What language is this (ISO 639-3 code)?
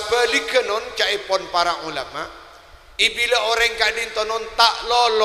mad